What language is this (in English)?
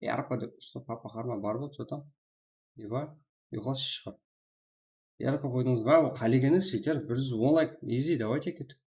Kara-Kalpak